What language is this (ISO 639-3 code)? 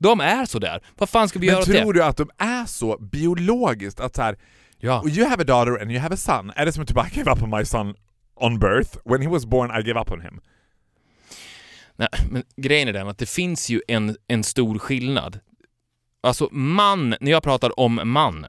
swe